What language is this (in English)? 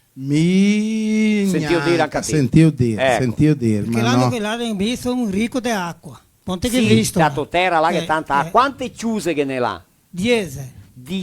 Venetian